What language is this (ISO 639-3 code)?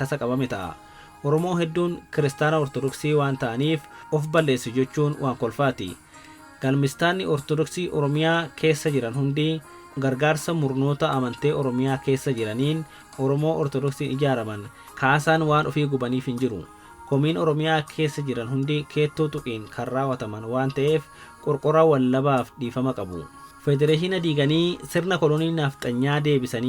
orm